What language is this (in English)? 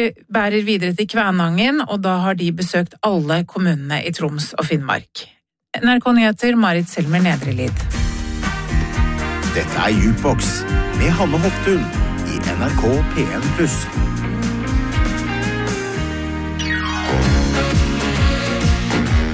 Norwegian